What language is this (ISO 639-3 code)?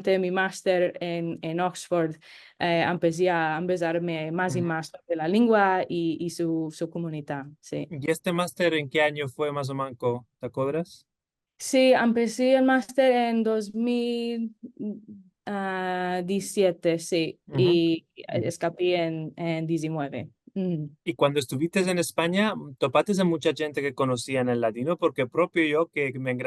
lad